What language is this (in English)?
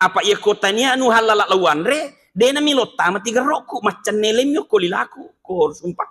Buginese